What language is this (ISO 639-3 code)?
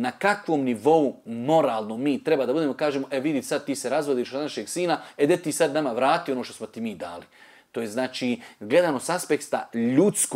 bos